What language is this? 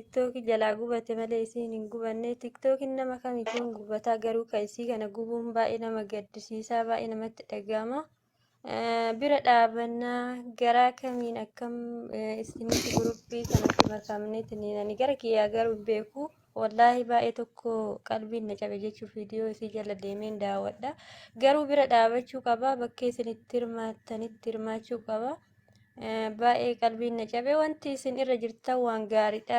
Oromo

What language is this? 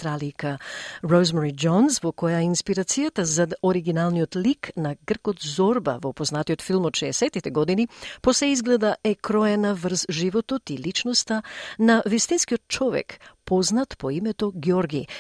Macedonian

